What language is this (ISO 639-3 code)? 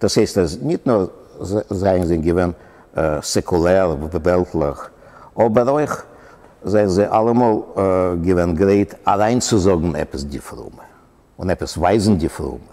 yid